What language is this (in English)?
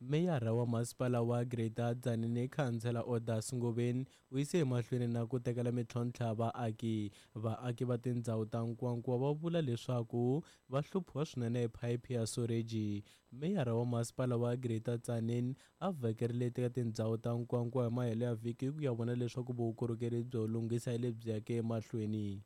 Tsonga